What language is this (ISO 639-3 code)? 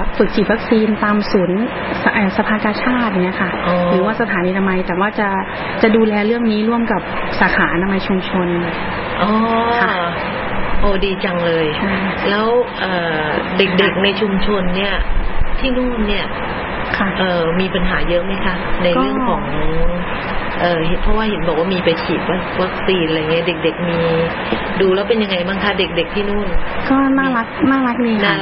tha